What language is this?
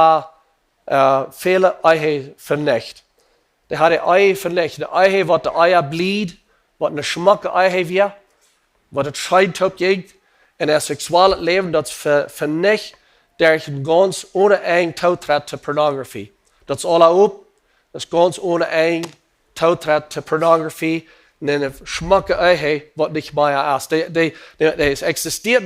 Plautdietsch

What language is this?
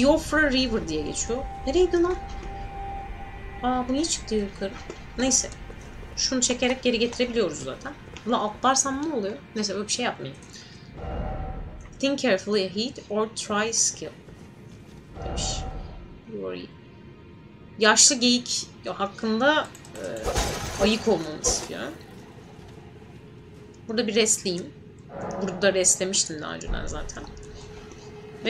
Turkish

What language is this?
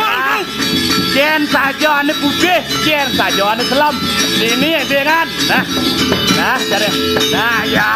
Balinese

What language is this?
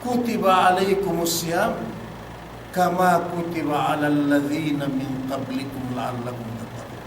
Yakan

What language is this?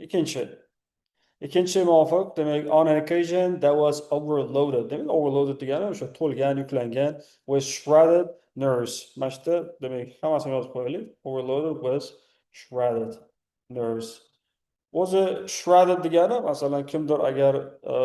Uzbek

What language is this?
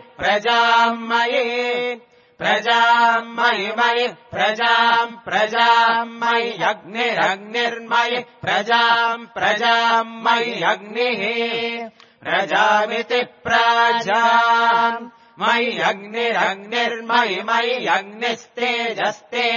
Sanskrit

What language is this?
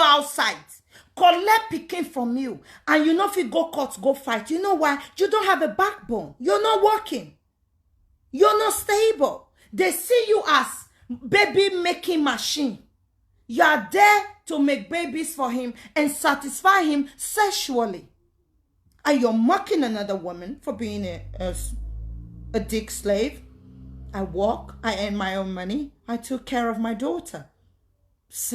Nigerian Pidgin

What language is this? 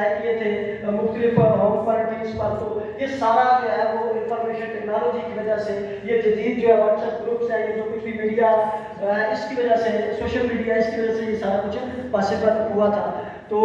Urdu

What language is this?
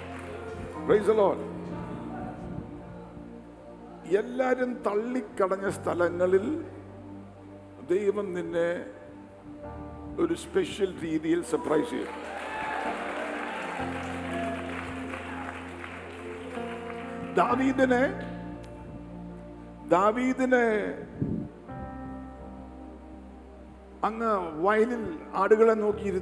Malayalam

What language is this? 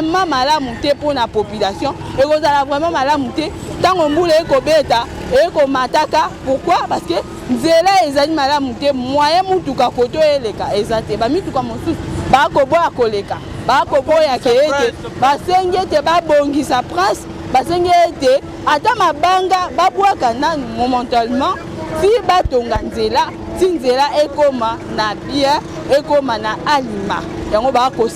Lingala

